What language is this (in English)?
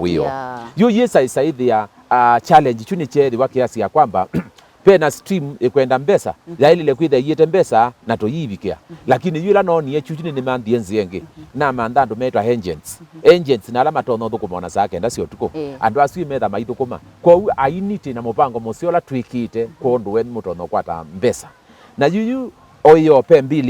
Kamba